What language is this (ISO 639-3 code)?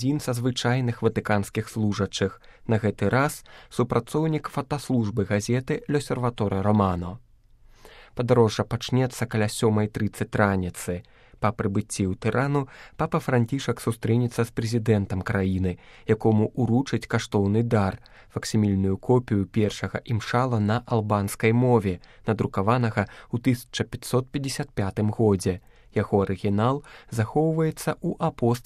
bel